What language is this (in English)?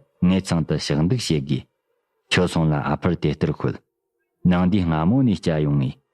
Tibetan